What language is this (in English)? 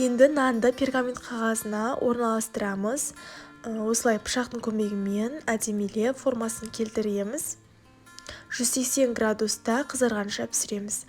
Kazakh